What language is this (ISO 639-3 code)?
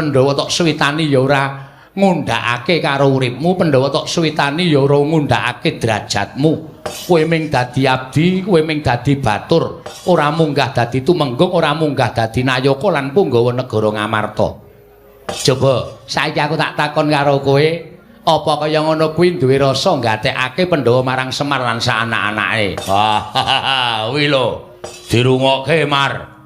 jav